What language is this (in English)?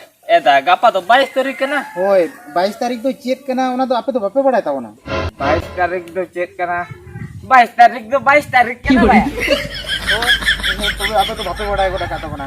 Santali